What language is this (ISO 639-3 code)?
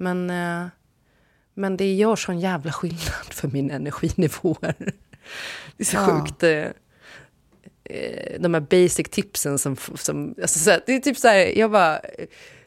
swe